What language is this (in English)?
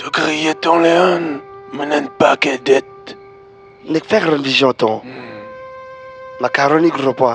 Morisyen